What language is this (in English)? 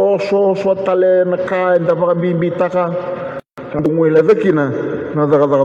Fijian